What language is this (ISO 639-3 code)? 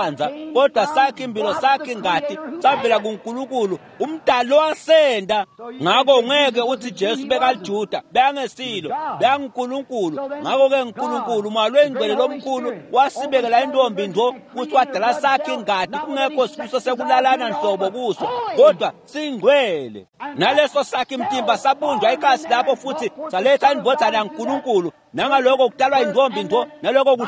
ssw